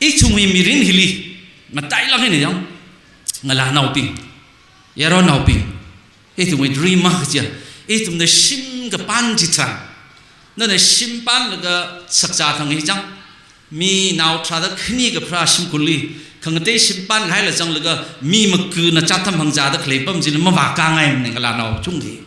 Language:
Tangkhul Naga (India)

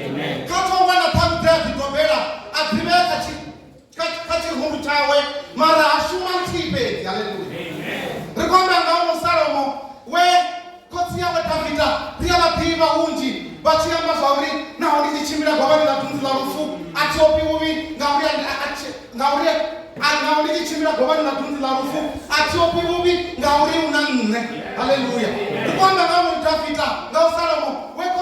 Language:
Venda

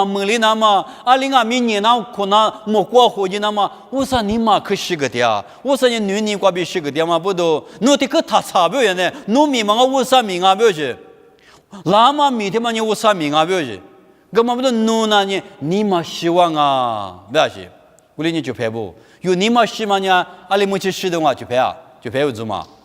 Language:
Lisu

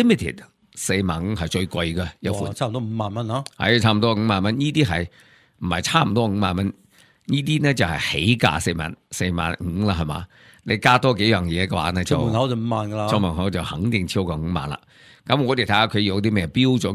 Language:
Cantonese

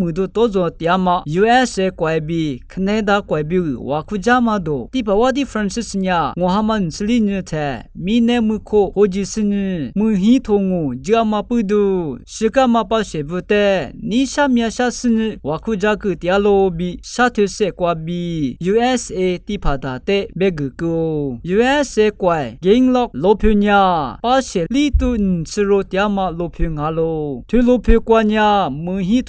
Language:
Lisu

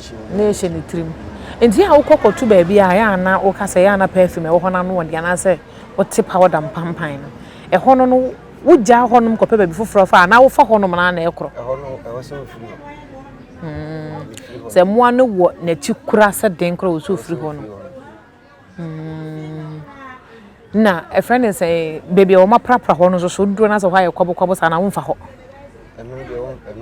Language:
Akan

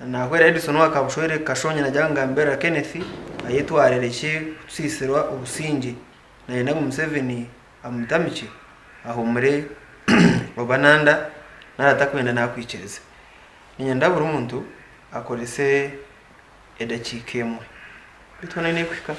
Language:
Nyankole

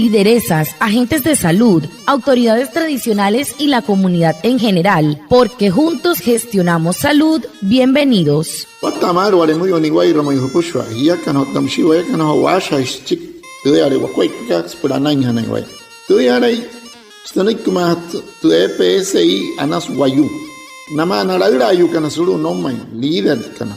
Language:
Wayuu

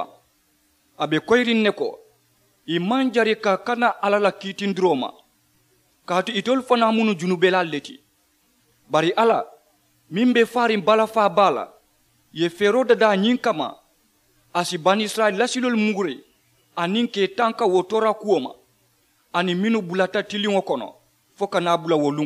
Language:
Mandingo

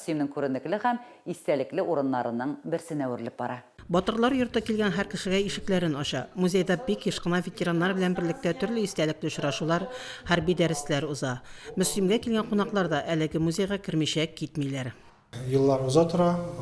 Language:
Tatar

